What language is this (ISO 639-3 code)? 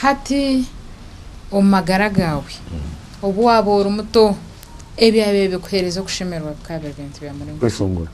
nyn